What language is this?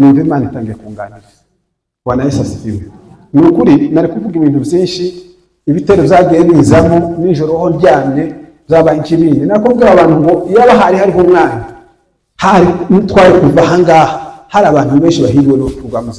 Kinyarwanda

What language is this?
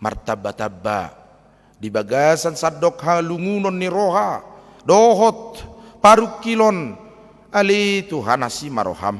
Batak Toba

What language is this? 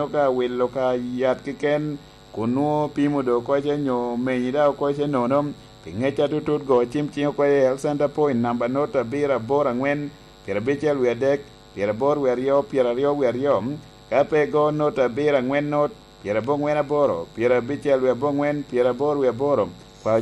Lango (Uganda)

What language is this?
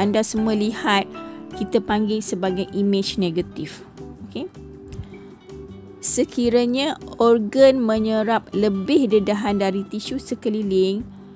Malay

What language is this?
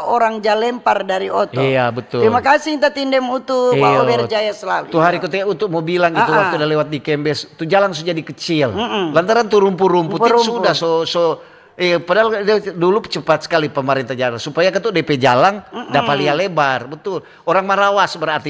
Manado Malay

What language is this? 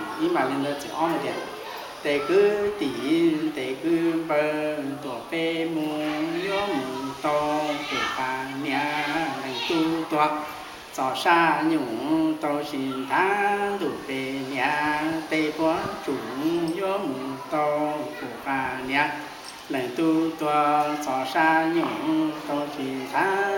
Hmong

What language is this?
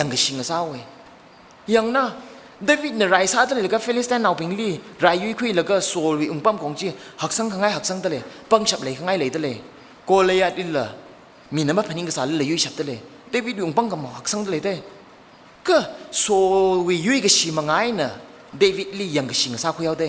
Tangkhul Naga (India)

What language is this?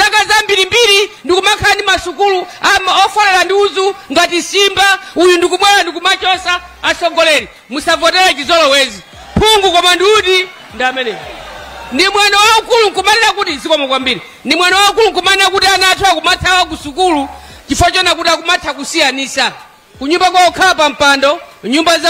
Nyanja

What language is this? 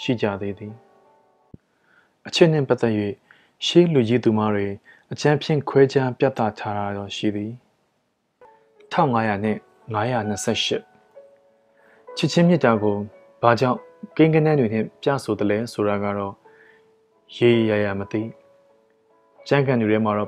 Burmese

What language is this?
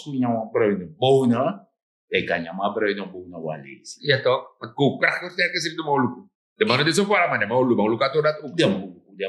Sranan Tongo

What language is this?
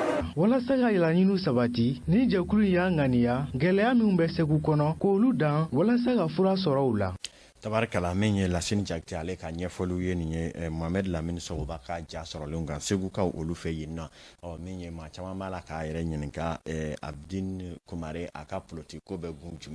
Bambara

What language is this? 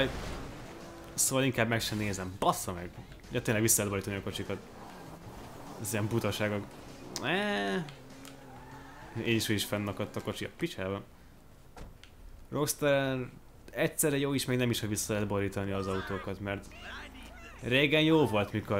Hungarian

